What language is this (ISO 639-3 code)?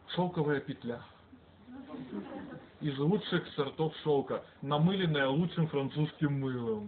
rus